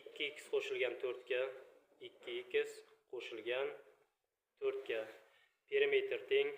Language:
Uzbek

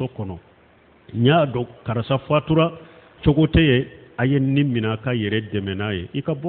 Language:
Bambara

